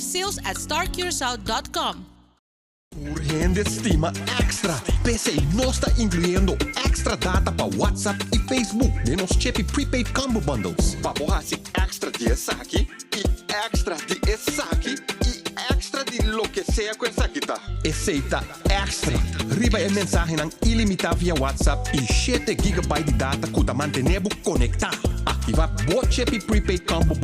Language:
Papiamento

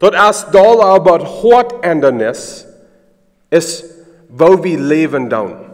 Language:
Plautdietsch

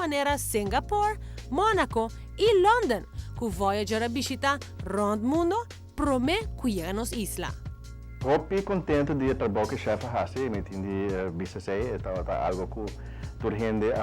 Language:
Papiamento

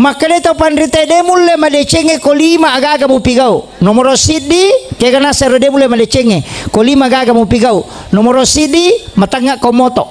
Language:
Buginese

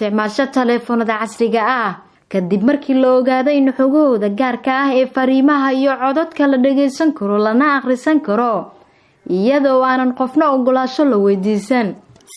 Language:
Somali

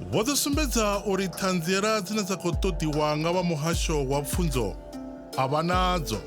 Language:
Venda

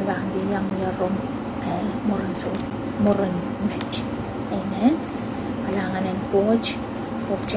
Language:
Pohnpeian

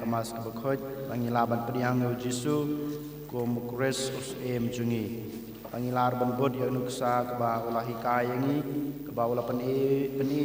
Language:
Khasi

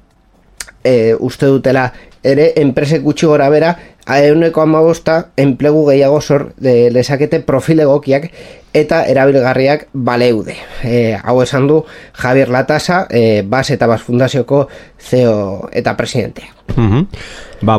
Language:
Basque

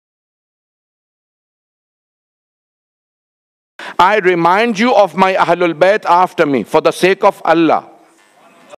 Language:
Urdu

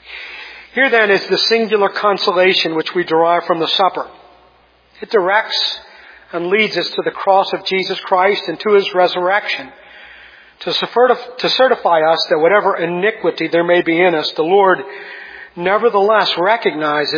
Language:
English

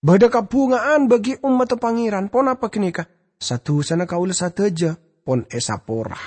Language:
Madurese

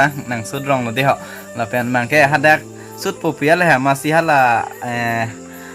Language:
Karbi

